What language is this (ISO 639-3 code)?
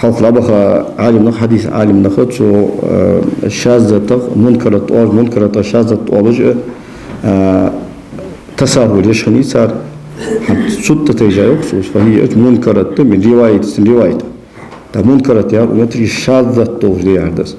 inh